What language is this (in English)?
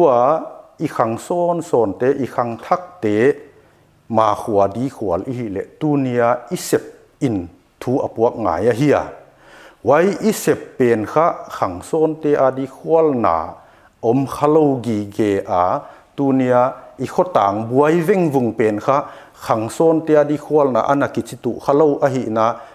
Paite Chin